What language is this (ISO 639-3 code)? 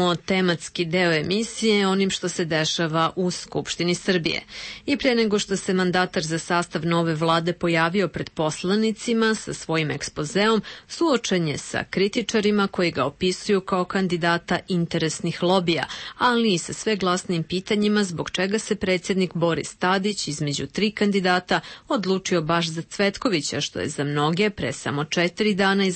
srp